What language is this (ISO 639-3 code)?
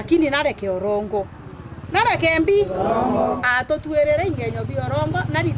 mer